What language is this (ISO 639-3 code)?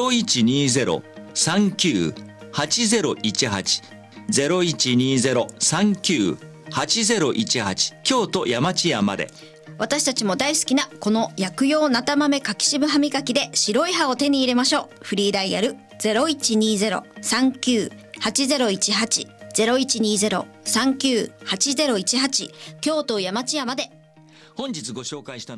jpn